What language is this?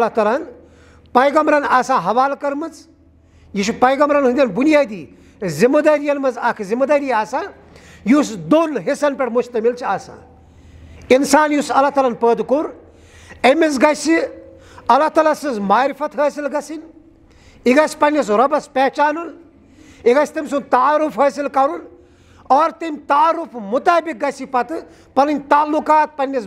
Kashmiri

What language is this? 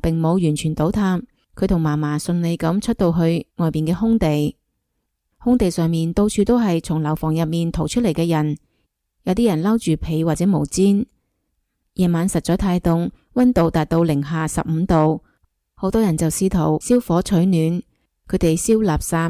Cantonese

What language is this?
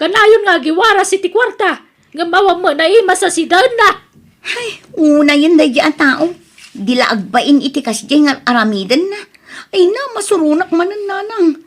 Iloko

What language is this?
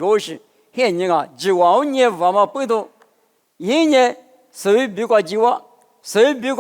Lisu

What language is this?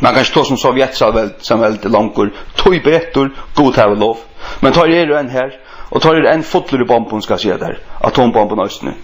Faroese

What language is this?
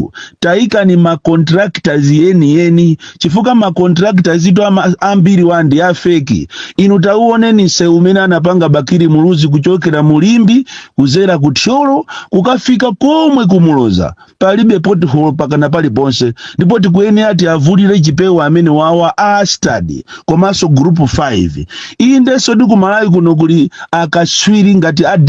Nyanja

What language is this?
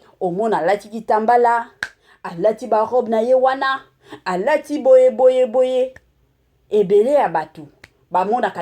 Lingala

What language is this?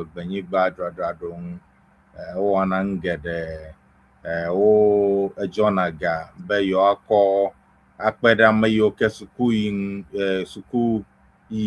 Ewe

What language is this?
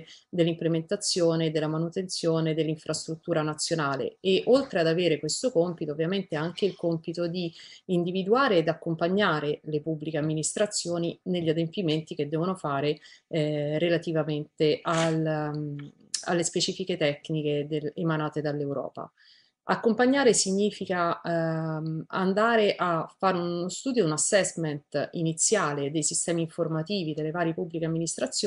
Italian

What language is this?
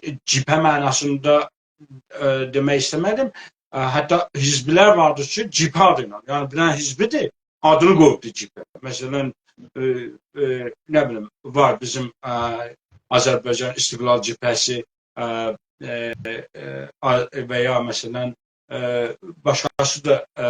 South Azerbaijani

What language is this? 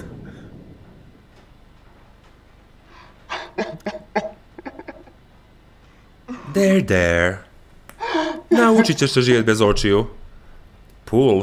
Croatian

